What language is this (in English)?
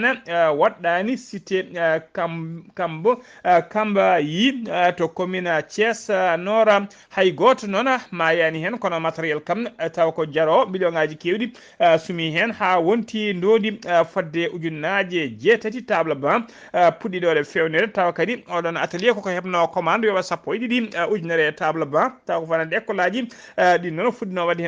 Fula